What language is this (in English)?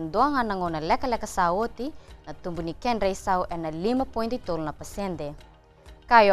Fijian